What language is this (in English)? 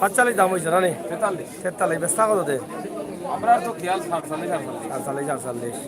Sylheti